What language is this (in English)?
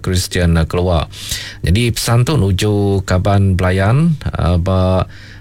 Iban